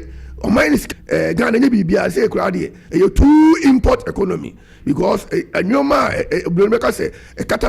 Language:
Akan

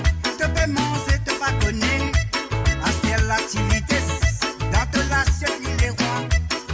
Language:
Morisyen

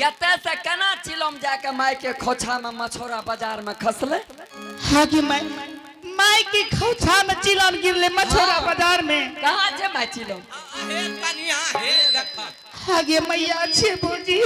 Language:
Angika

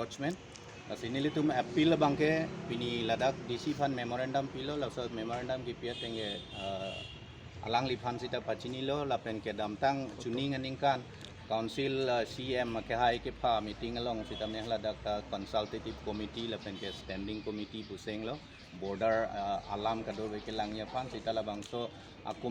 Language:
Karbi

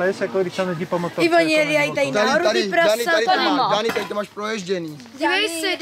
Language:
Czech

